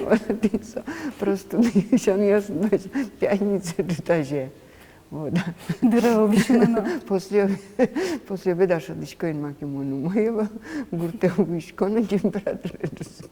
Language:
Udmurt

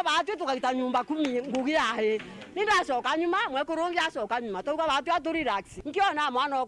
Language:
Meru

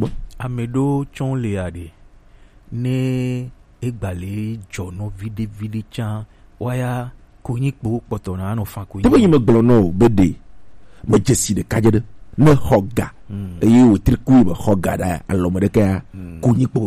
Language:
Gen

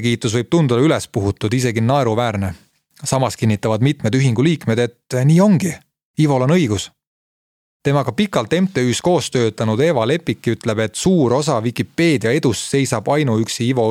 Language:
Estonian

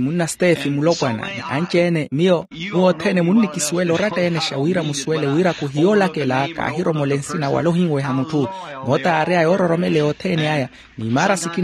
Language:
Makhuwa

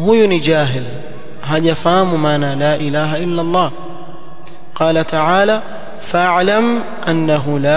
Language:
Swahili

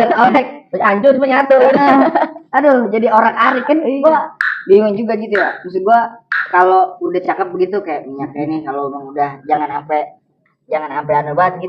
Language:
Betawi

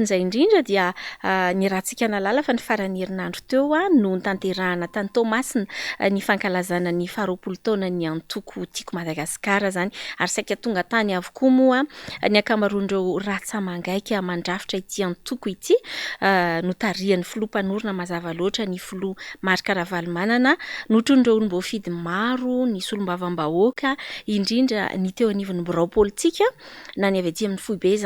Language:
Malagasy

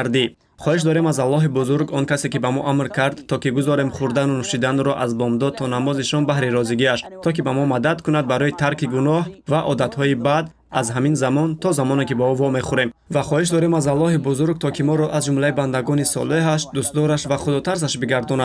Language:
Tajik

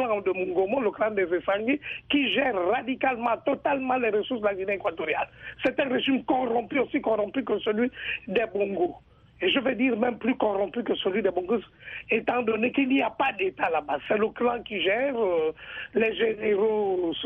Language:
French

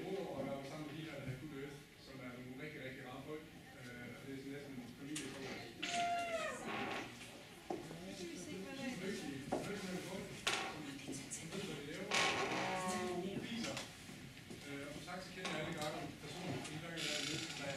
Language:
Danish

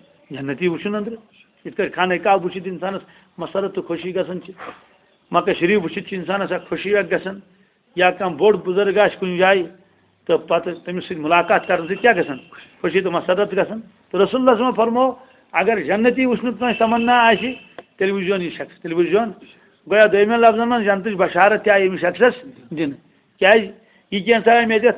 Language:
Kashmiri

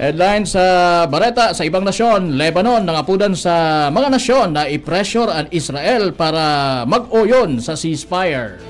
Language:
Bikol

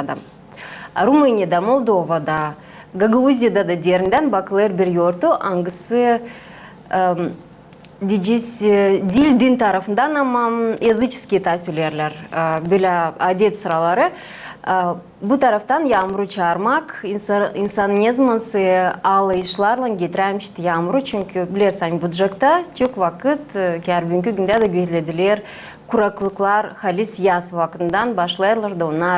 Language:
Gagauz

